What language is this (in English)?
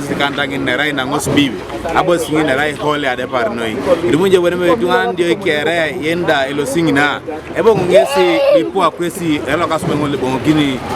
Teso